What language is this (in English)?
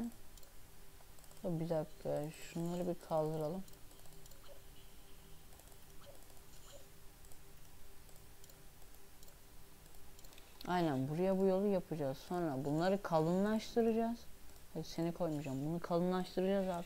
Turkish